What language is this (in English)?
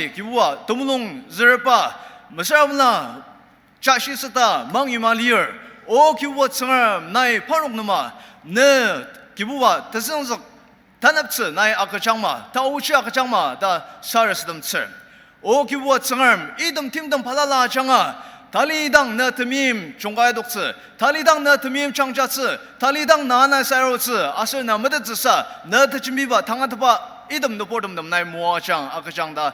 Ao Naga